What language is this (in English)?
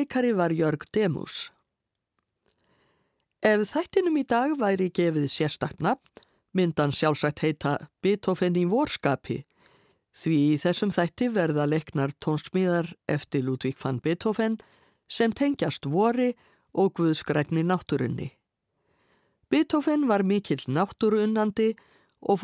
Icelandic